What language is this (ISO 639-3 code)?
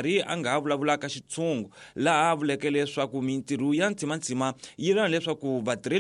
tso